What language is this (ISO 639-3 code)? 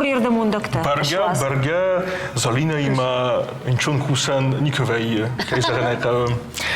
oss